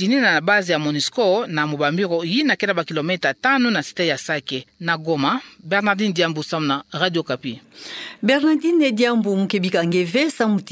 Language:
Kituba (Democratic Republic of Congo)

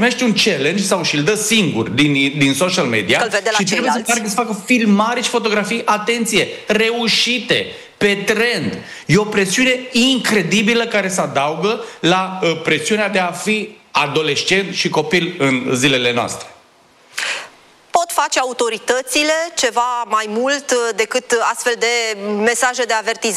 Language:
Romanian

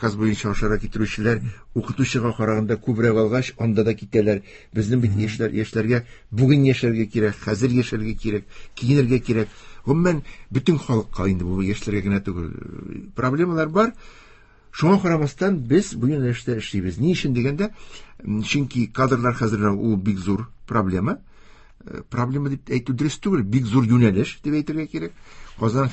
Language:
Tatar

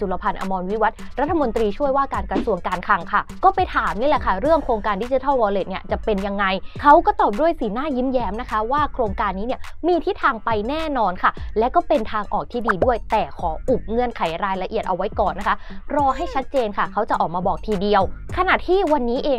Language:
Thai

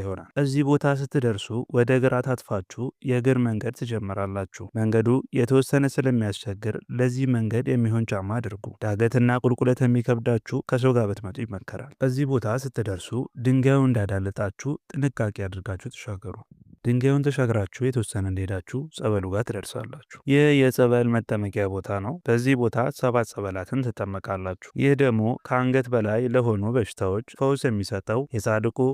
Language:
Amharic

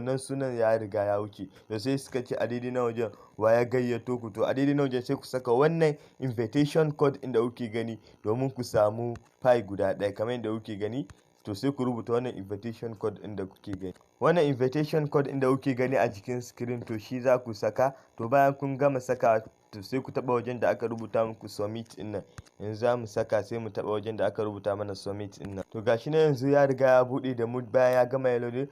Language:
Hausa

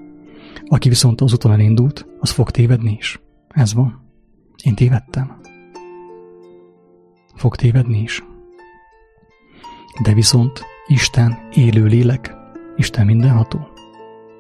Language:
Hungarian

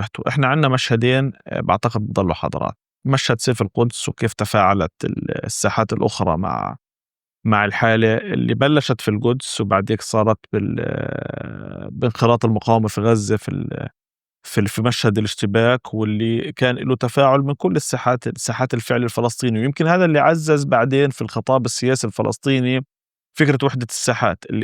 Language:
North Levantine Arabic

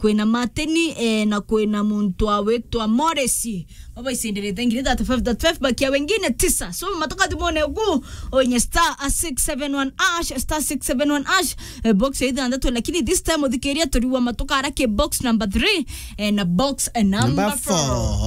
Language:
Meru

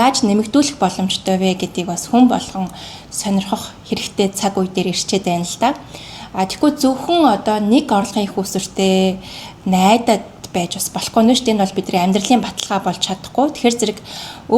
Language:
Mongolian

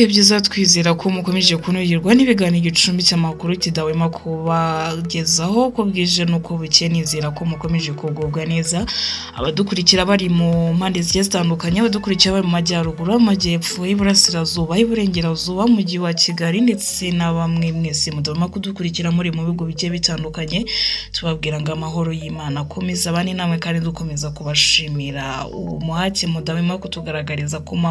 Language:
Kinyarwanda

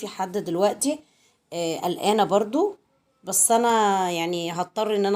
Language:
Egyptian Arabic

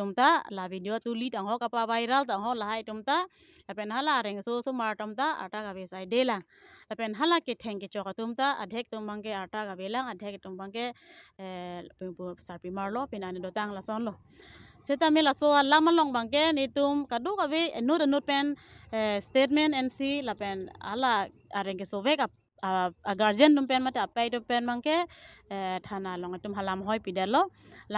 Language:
Karbi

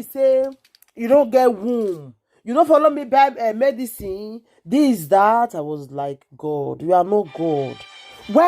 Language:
Nigerian Pidgin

